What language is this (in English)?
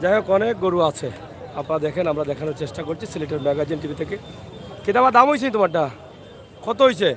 Sylheti